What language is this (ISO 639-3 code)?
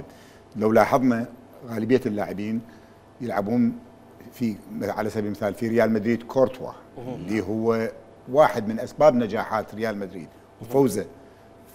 acm